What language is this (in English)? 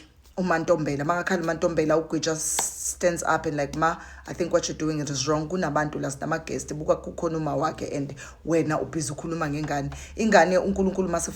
Zulu